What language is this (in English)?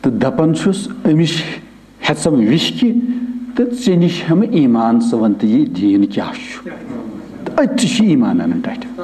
Kashmiri